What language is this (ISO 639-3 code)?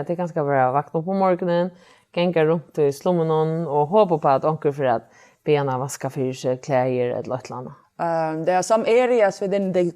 fao